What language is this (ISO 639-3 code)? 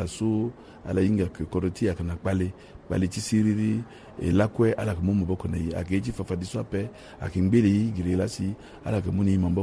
sag